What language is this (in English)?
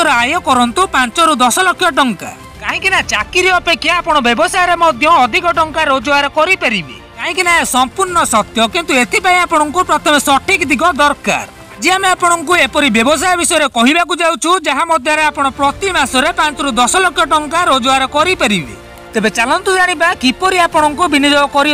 Odia